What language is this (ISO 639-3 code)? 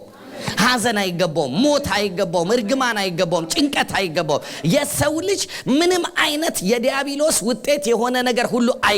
amh